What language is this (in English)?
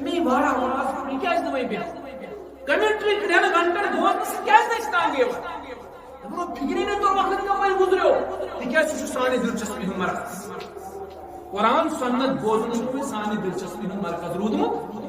Kashmiri